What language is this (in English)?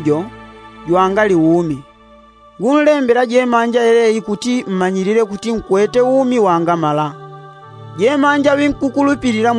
Yao